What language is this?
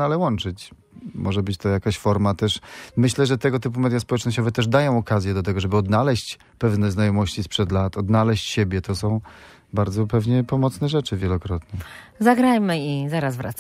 Polish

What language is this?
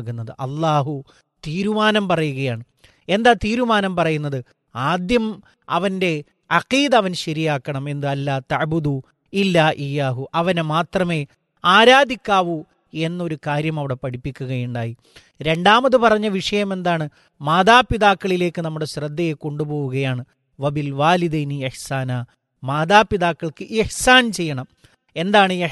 Malayalam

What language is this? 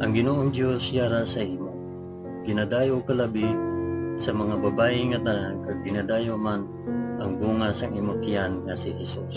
Hiligaynon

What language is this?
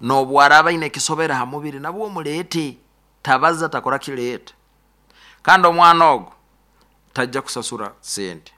Nyankole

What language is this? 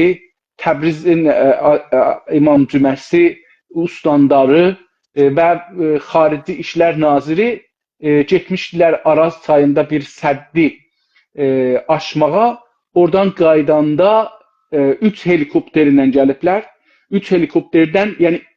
South Azerbaijani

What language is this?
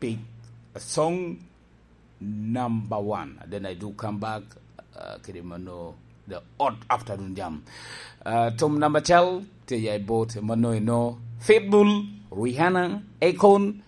Lango (Uganda)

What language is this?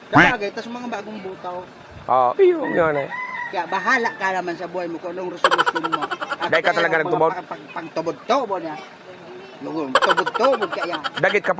Bikol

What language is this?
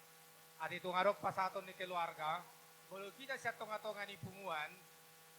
Batak Toba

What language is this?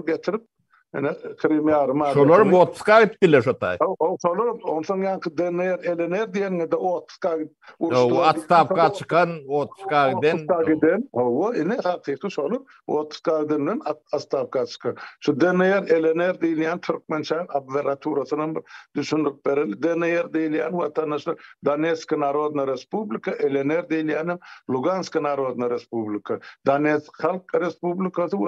Turkmen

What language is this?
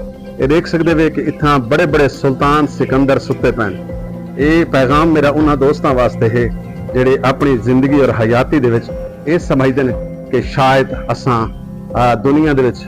Saraiki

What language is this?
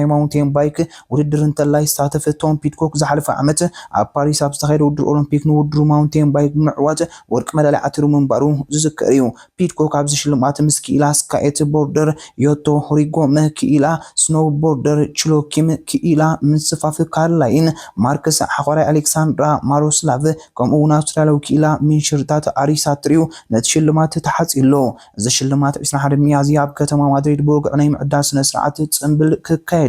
Tigrinya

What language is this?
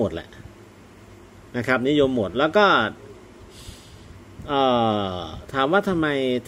Thai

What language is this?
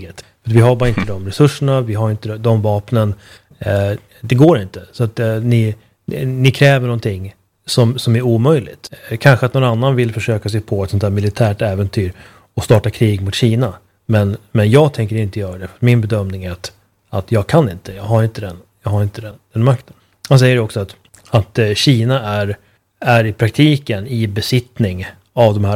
Swedish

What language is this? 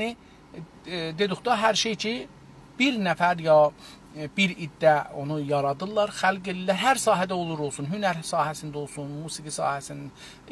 South Azerbaijani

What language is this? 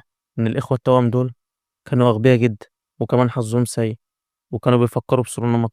Egyptian Arabic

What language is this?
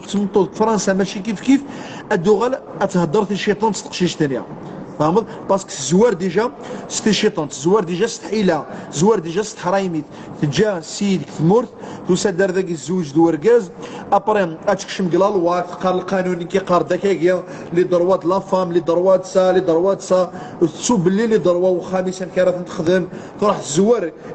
Kabyle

